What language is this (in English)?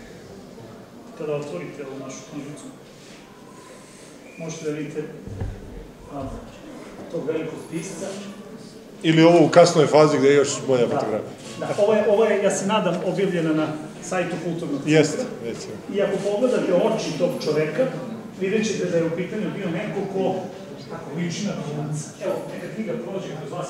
Serbian